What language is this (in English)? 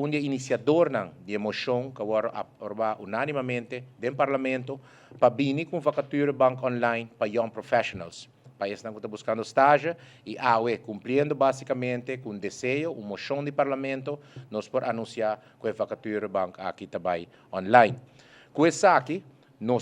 Papiamento